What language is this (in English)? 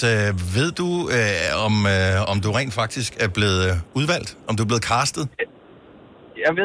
Danish